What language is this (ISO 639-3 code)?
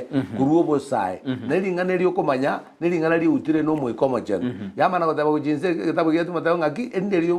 guz